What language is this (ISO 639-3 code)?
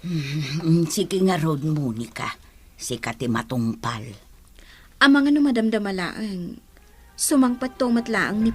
ilo